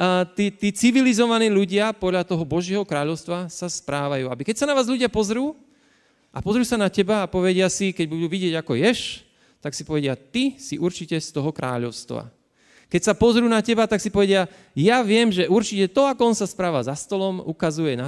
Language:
Slovak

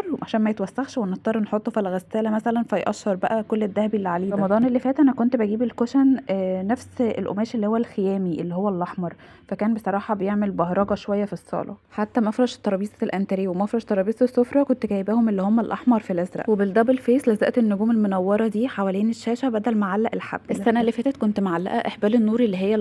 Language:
Egyptian Arabic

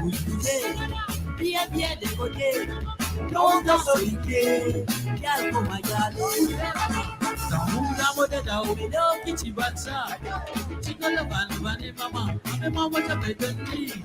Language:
Morisyen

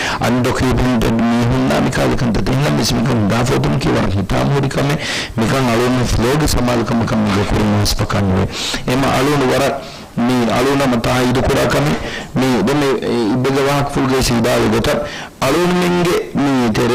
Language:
Divehi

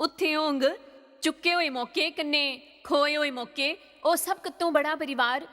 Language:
Dogri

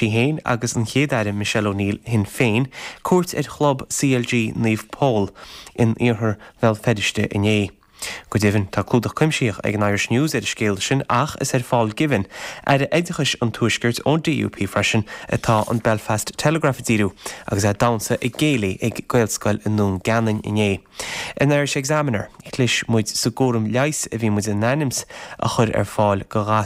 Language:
Irish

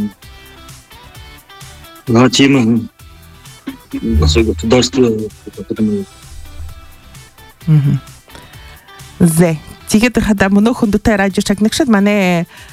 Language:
Buriat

